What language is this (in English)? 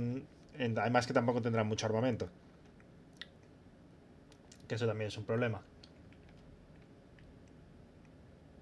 Spanish